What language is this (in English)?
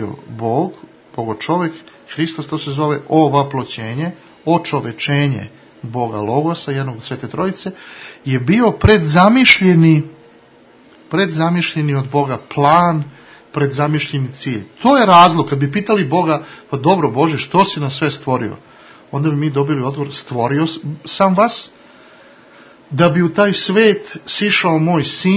Serbian